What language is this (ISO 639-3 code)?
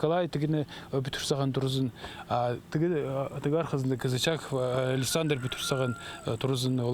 kjh